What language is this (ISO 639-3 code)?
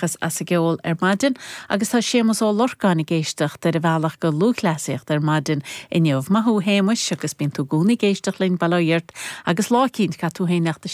gle